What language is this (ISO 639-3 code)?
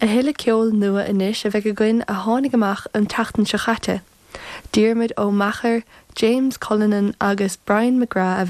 gle